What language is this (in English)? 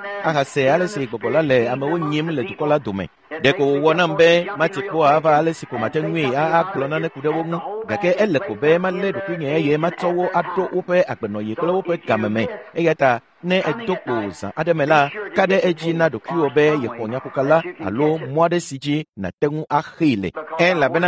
Ewe